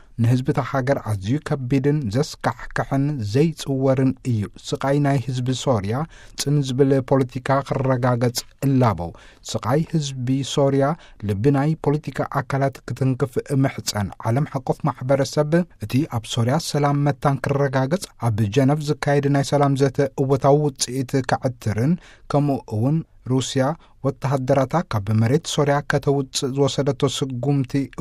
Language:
Tigrinya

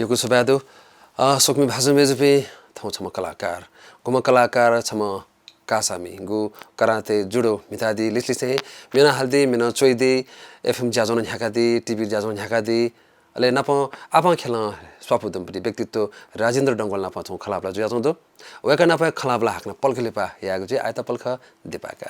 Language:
Newari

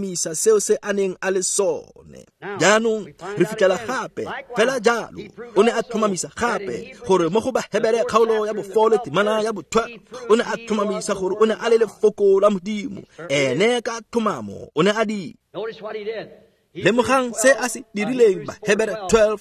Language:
Tswana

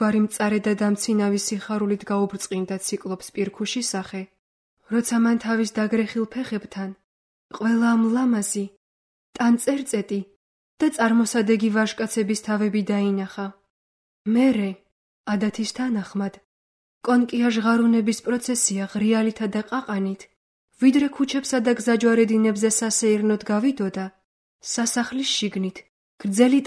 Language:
Georgian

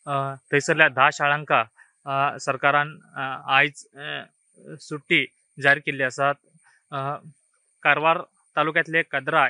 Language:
Konkani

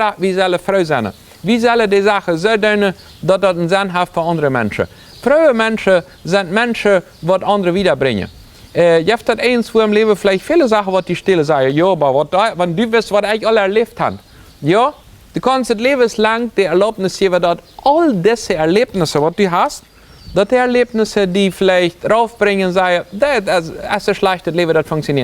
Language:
Plautdietsch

